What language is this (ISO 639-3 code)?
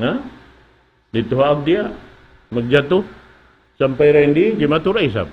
tsg